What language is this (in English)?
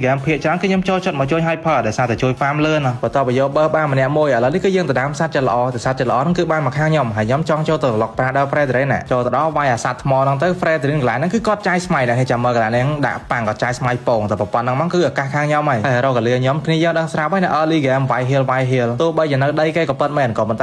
Khmer